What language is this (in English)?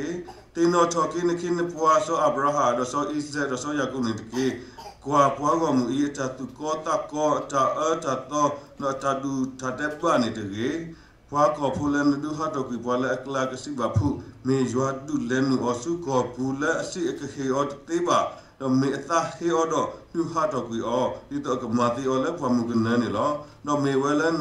S'gaw Karen